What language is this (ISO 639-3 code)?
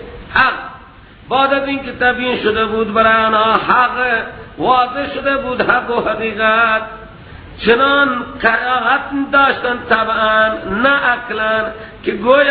fas